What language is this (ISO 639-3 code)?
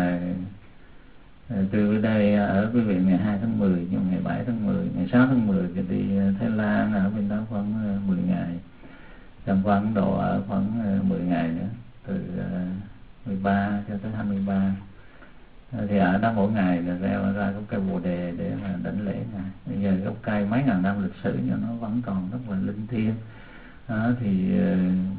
vie